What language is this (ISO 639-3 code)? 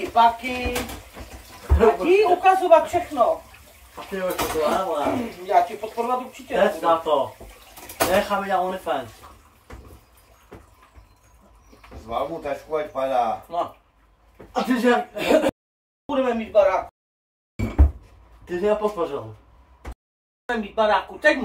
ces